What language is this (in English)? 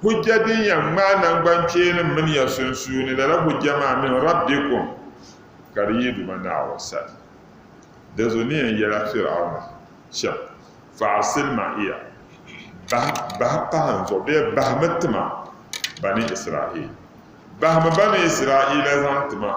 Dagbani